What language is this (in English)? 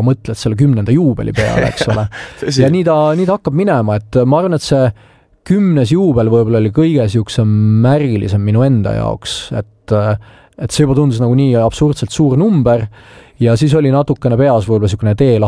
Estonian